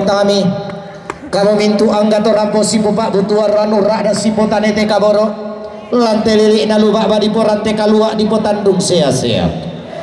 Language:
Toraja-Sa'dan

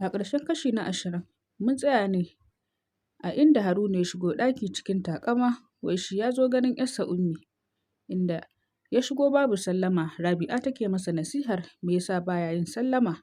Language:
Hausa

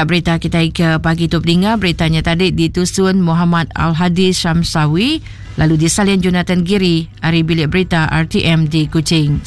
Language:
Iban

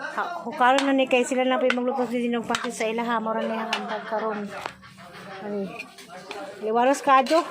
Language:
Cebuano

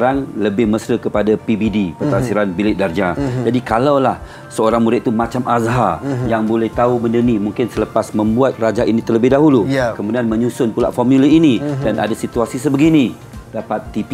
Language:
Malay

